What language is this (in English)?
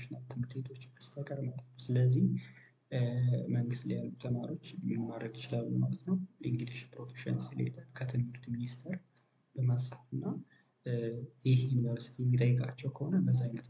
Amharic